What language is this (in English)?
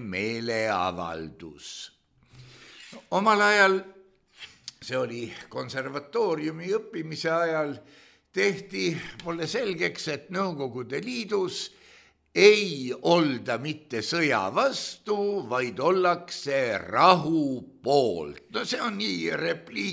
Estonian